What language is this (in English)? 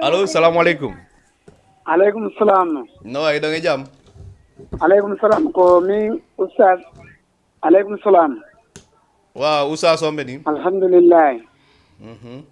Fula